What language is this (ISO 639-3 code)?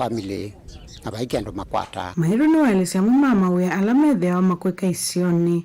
kam